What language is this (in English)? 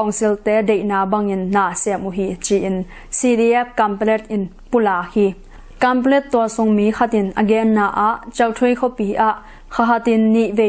Tedim Chin